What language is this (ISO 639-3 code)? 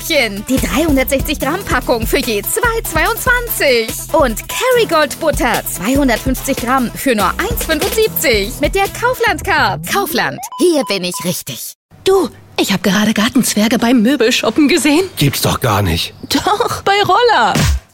deu